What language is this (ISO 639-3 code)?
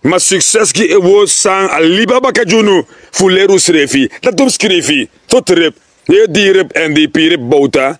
srn